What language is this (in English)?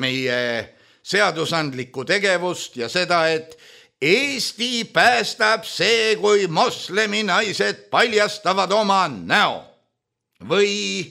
Estonian